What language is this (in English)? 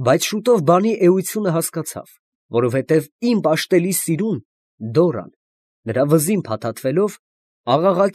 Armenian